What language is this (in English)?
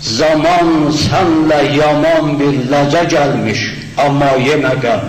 South Azerbaijani